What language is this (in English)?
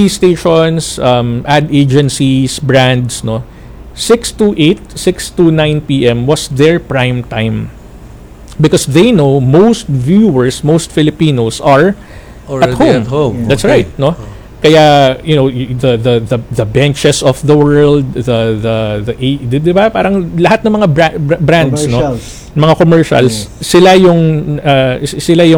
Filipino